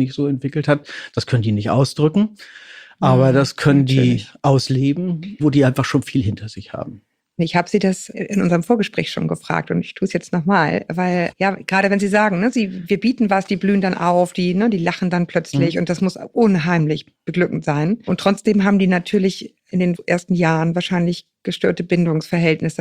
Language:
German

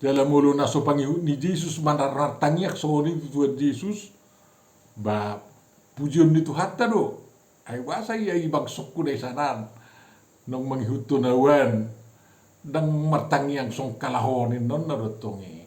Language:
Batak Toba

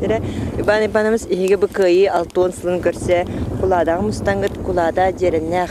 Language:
Yakut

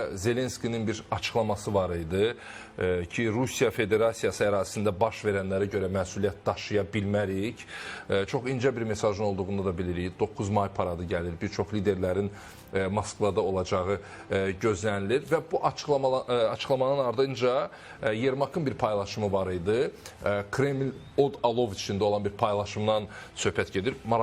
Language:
Azerbaijani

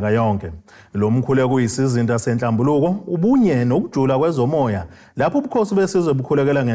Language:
Zulu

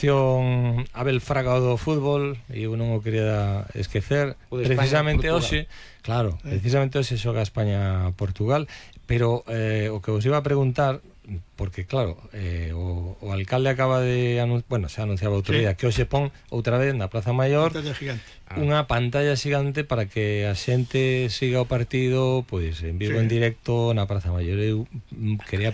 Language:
Galician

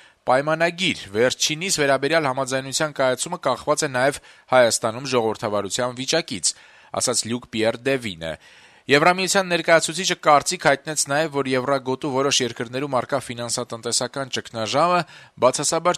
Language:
Armenian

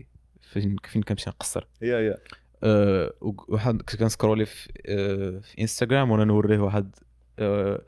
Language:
Moroccan Arabic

